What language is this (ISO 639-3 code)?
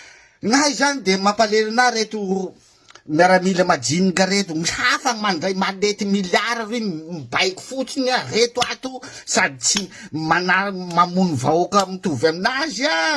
mlg